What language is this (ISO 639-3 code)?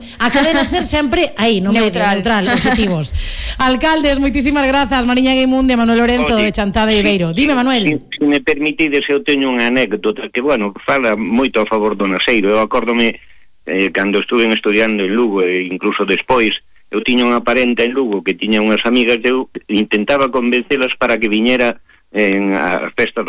glg